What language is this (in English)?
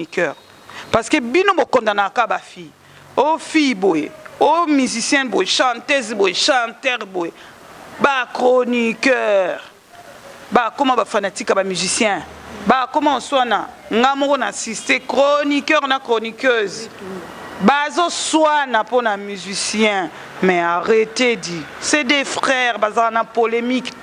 Lingala